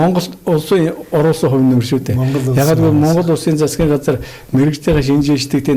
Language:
Mongolian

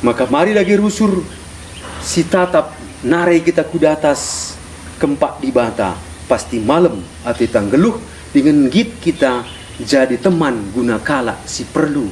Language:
Batak Karo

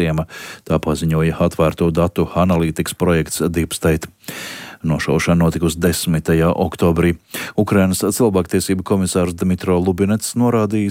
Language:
Latvian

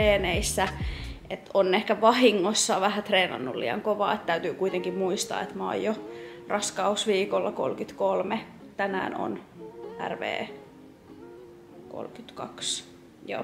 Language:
Finnish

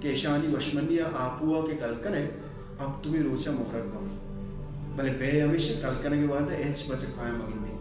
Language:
Baluchi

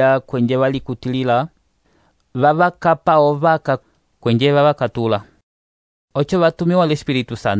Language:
Umbundu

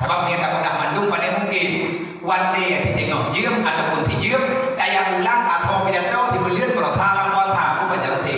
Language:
Achinese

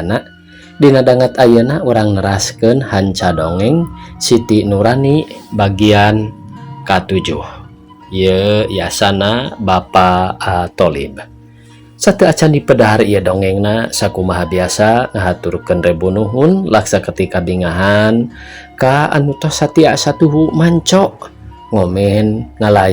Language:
Sundanese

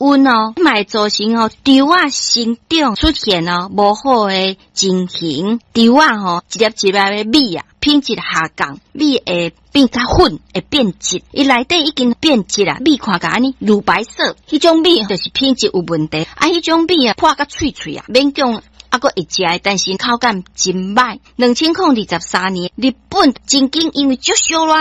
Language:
Min Nan Chinese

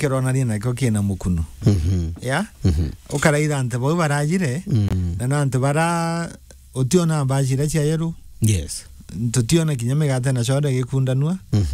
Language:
Meru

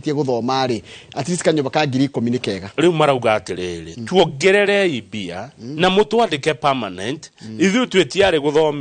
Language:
Kikuyu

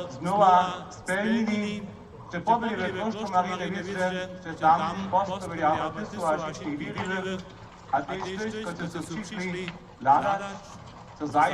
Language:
Upper Sorbian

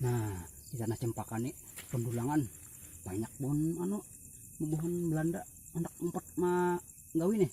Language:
Banjar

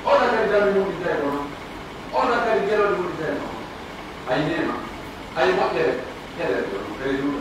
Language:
Pular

